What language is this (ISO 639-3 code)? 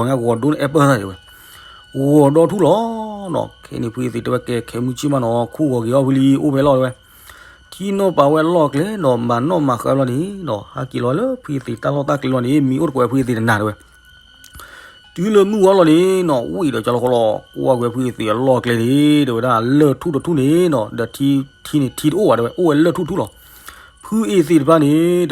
ksw